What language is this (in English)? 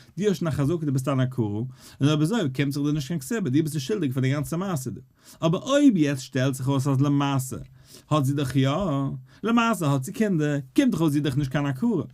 Yiddish